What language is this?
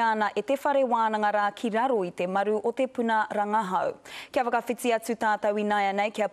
Māori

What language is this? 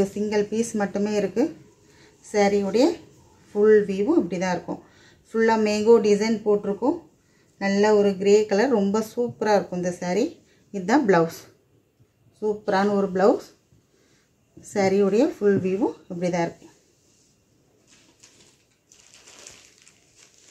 Tamil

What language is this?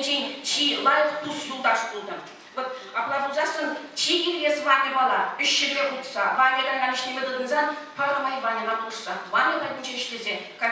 Chuvash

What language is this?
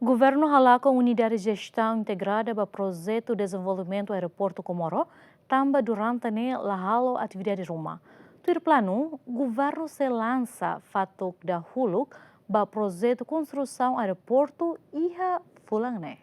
Tetum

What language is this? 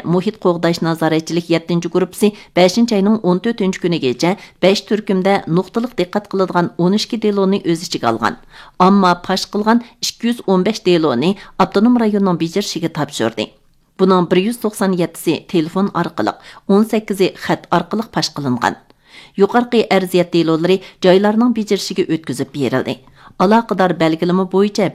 Uyghur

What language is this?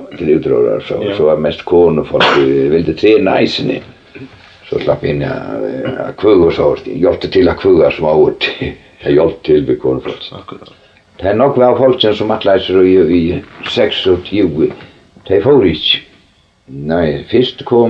Faroese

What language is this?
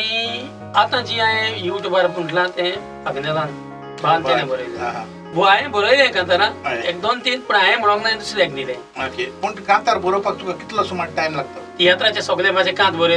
Konkani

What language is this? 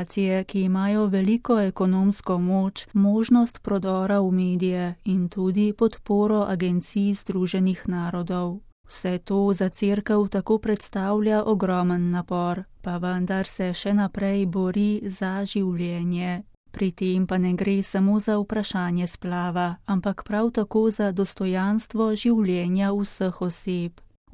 Slovenian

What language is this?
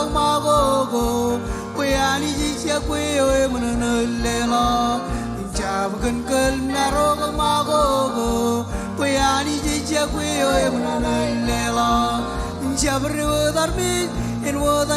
Marshallese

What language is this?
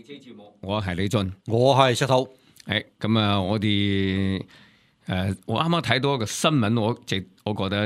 Cantonese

